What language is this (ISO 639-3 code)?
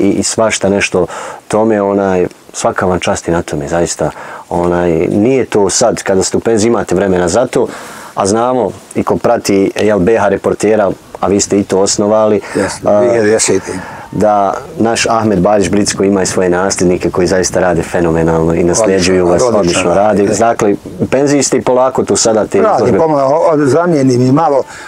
bos